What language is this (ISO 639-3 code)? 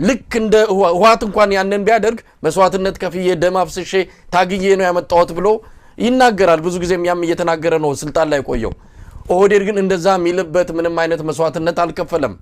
amh